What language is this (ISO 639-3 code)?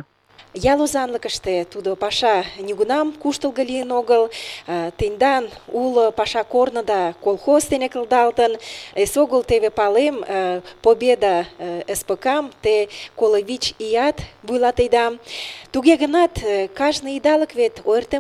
chm